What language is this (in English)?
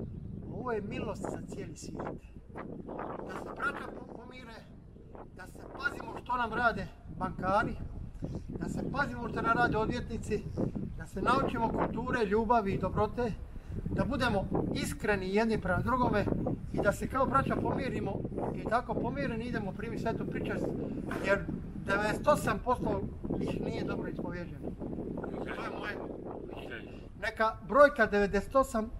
Croatian